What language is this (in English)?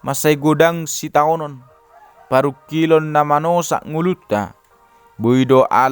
Batak Toba